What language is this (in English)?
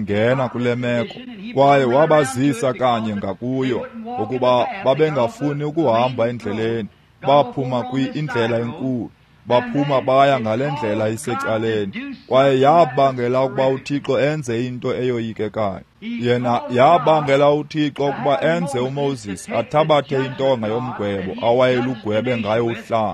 Xhosa